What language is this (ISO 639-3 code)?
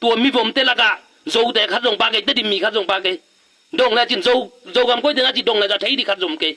ctd